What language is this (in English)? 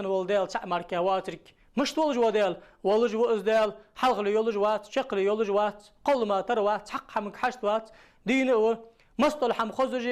Ingush